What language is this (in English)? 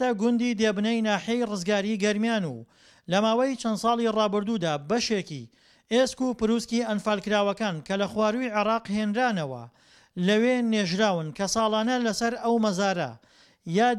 Central Kurdish